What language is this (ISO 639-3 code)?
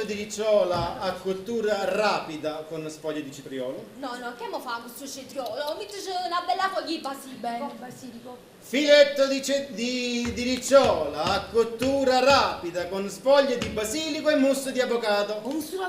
nap